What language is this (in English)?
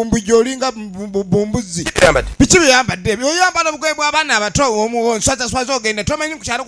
Ganda